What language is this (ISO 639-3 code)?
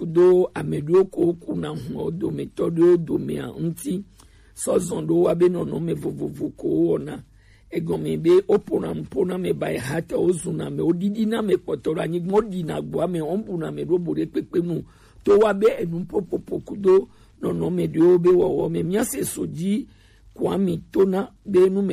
gej